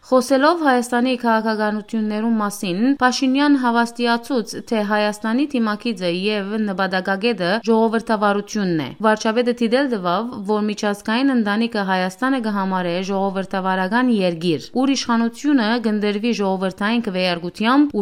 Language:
Western Armenian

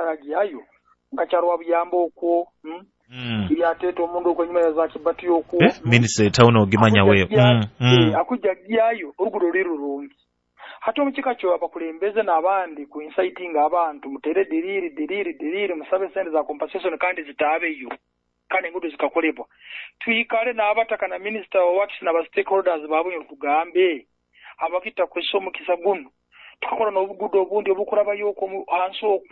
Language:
Nyoro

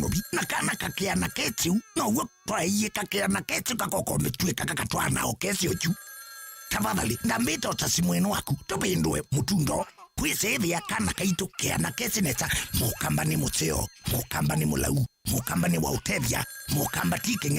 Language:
Kamba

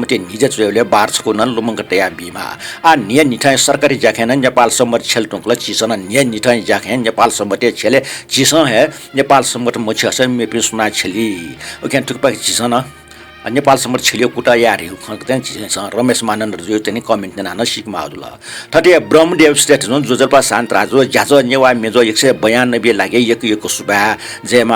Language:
Newari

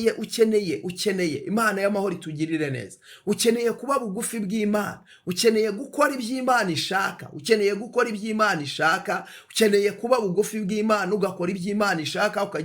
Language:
Kinyarwanda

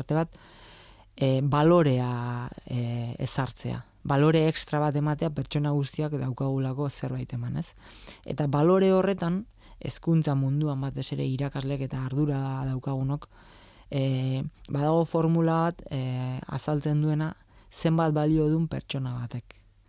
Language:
Basque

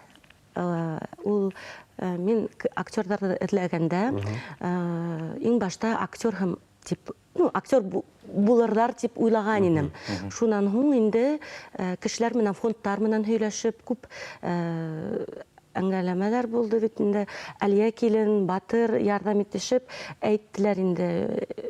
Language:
Bashkir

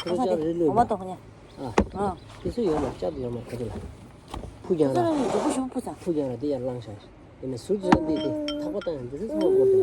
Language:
Tibetan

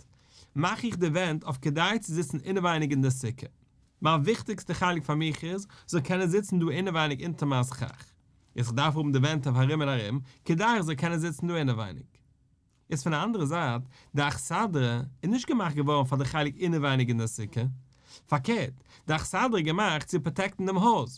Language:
Yiddish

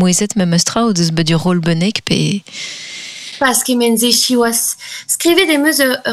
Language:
Breton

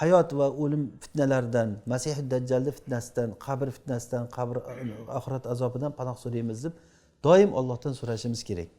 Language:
Uzbek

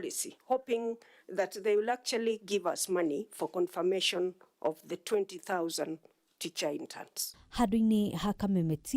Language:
Kikuyu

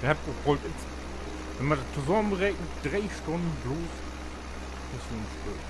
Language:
Low German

